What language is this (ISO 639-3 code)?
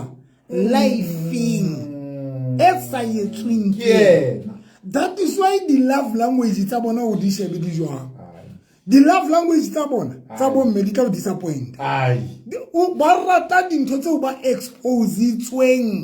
sot